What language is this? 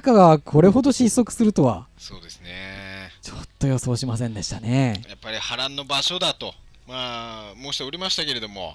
Japanese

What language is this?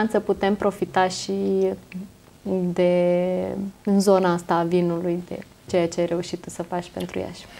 Romanian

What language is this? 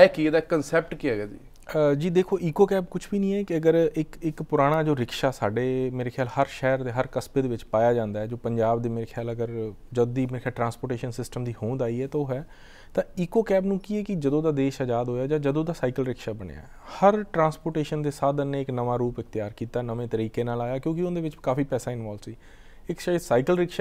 Punjabi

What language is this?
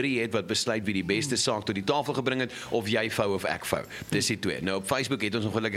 Afrikaans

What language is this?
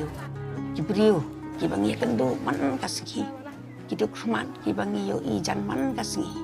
Khasi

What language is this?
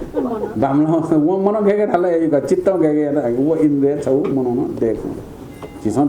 Newari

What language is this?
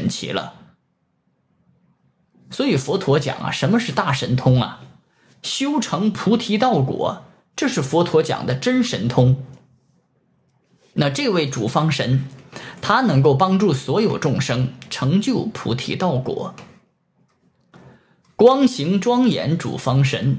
Chinese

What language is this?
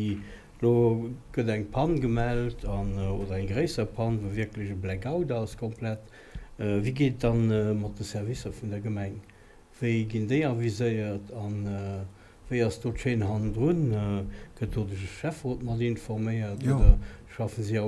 Luxembourgish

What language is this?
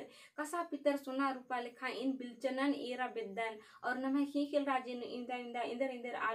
Kurukh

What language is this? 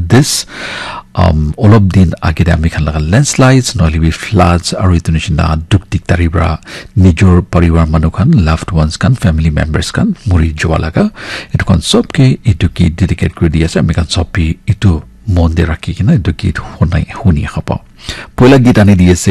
Naga Pidgin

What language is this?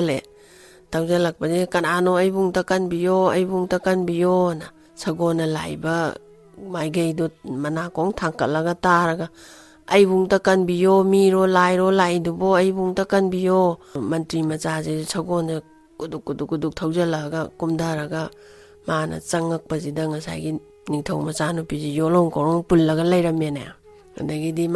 Manipuri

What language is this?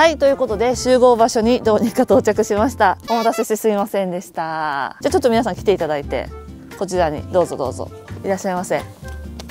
Japanese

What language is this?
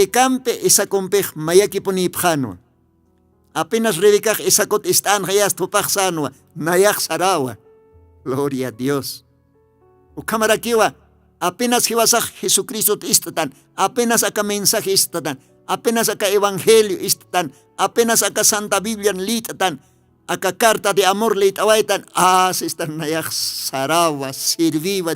Aymara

